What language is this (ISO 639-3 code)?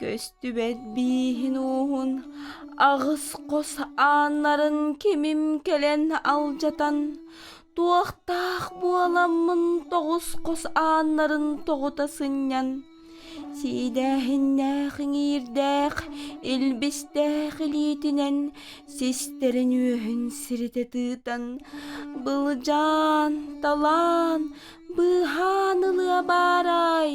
sah